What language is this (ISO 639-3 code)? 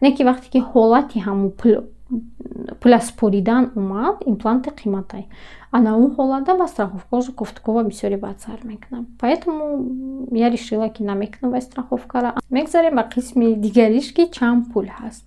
tgk